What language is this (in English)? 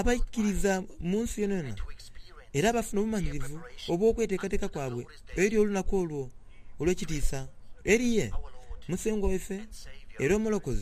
Soga